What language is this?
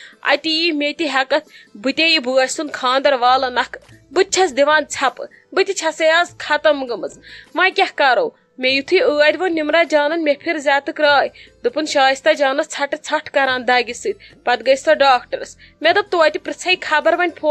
Kashmiri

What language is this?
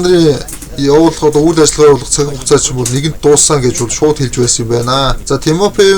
Mongolian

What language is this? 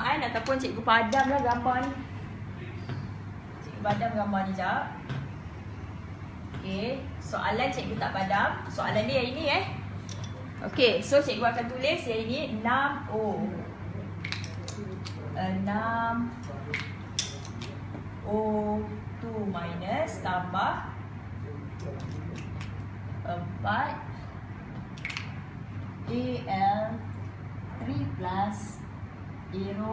Malay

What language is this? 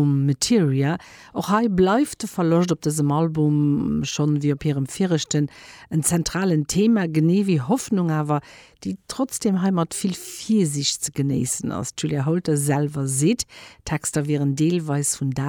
Luxembourgish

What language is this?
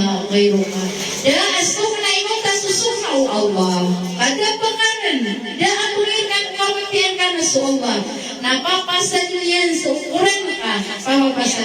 Maranao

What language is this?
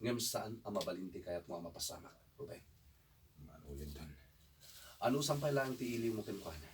Iloko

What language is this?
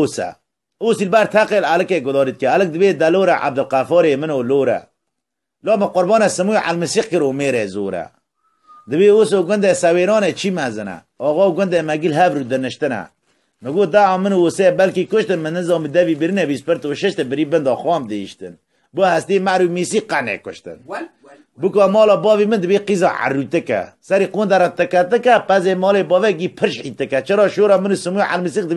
Kurdish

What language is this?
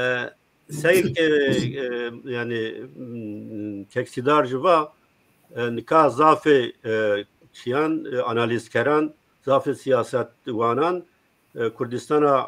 Zaza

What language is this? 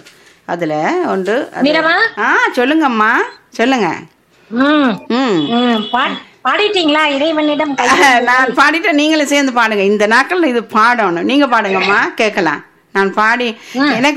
Tamil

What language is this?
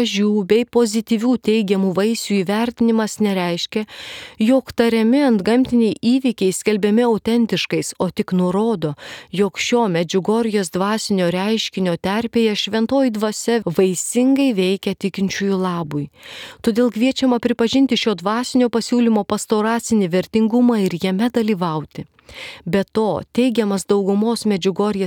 Lithuanian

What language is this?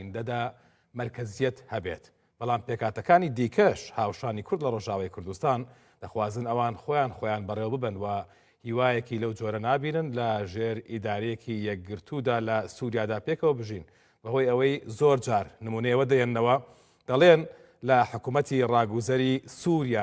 Central Kurdish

